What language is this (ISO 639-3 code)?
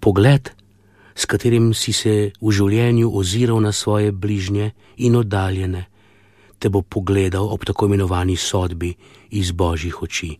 slv